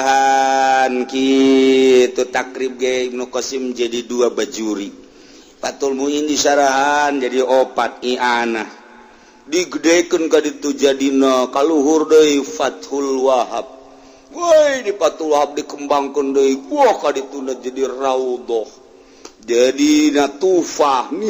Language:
Sundanese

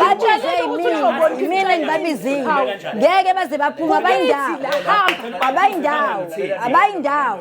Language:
Zulu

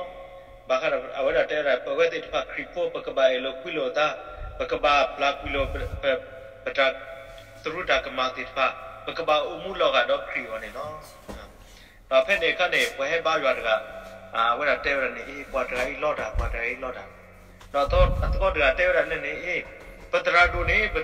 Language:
S'gaw Karen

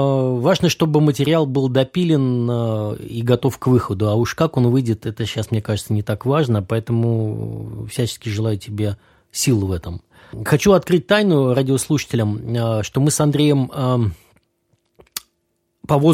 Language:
Russian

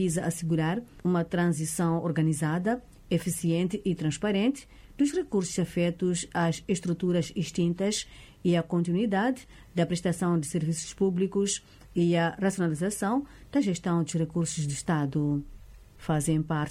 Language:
Portuguese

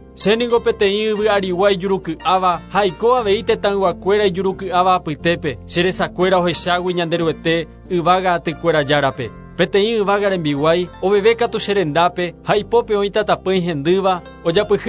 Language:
Guarani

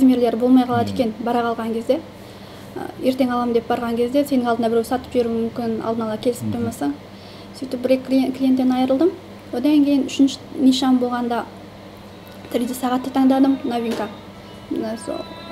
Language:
Kazakh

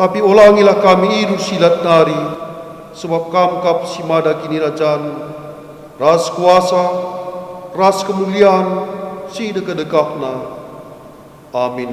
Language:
Batak Karo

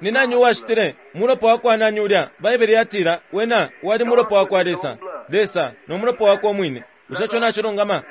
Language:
Bemba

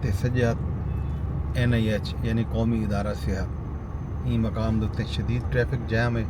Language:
Saraiki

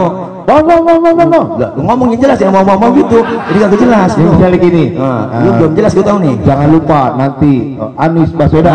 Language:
Betawi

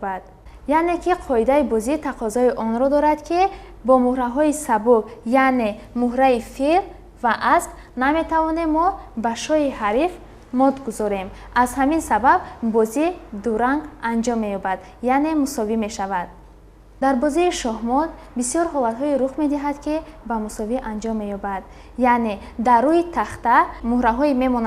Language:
Tajik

